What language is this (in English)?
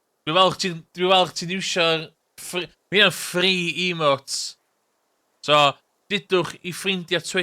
Welsh